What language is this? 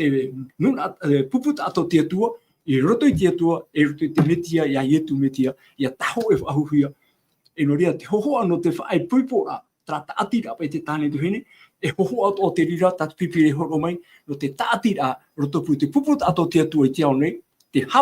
Tahitian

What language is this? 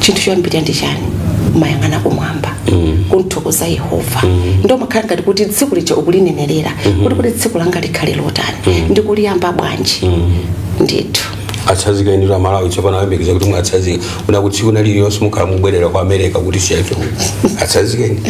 Nyanja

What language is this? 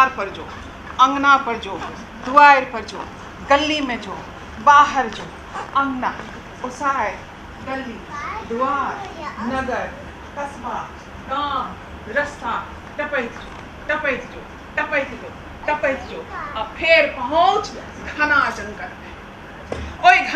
Maithili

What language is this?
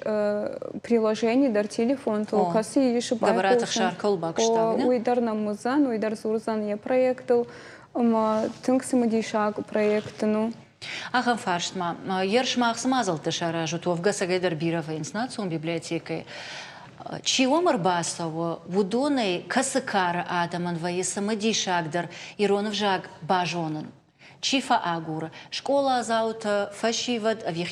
Ossetic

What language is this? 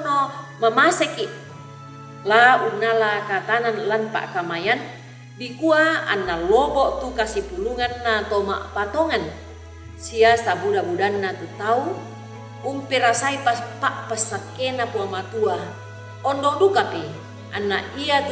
Toraja-Sa'dan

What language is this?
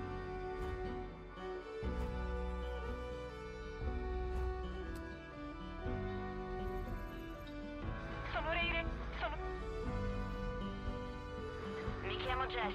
Italian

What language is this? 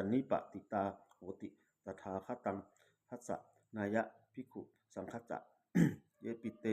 Pali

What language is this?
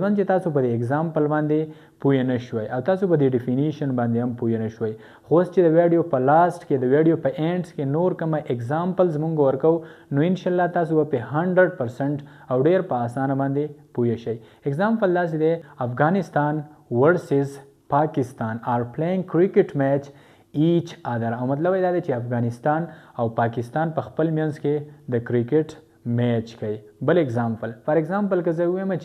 Pashto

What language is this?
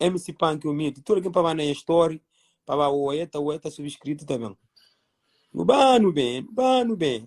Kabuverdianu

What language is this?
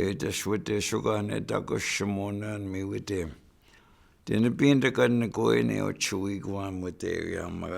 Chippewa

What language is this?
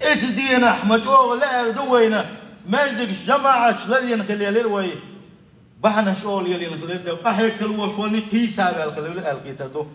Chechen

